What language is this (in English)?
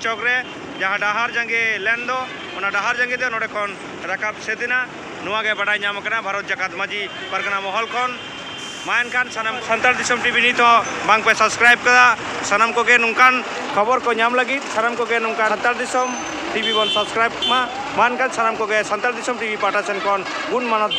Santali